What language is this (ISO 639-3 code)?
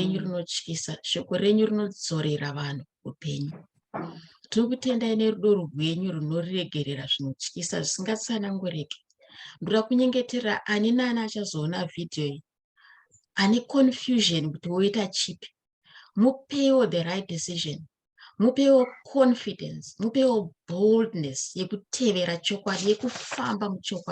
sna